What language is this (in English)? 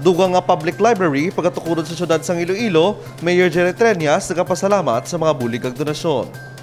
Hiligaynon